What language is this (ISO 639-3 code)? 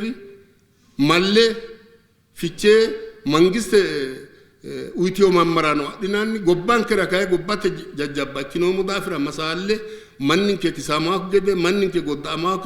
sid